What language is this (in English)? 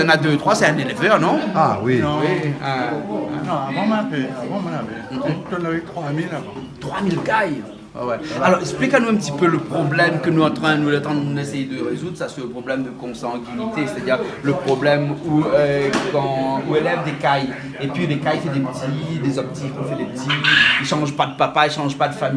Réunion Creole French